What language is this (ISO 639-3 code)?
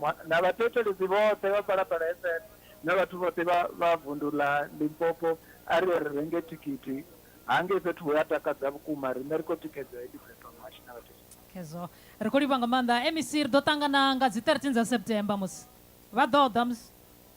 ven